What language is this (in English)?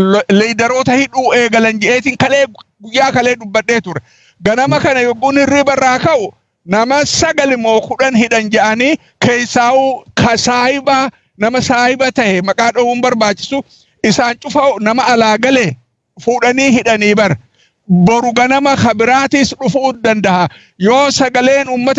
Oromo